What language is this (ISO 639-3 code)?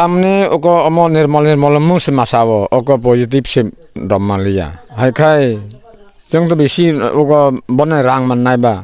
trp